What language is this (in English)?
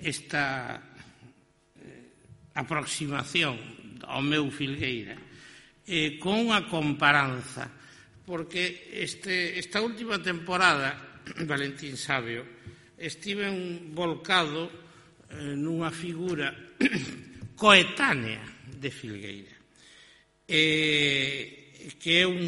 Galician